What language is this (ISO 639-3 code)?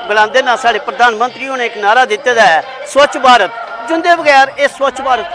doi